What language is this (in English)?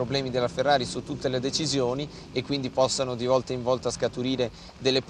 Italian